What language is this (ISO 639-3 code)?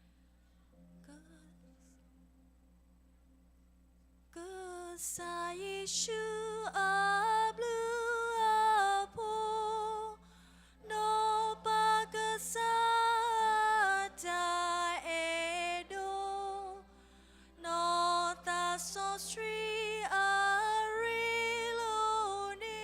ksw